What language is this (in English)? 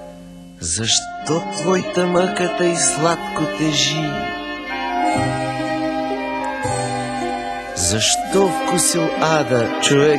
Bulgarian